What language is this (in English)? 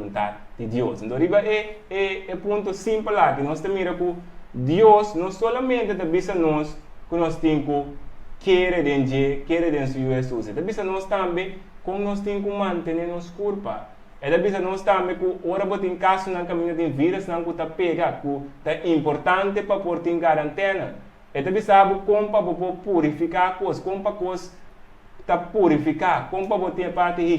Papiamento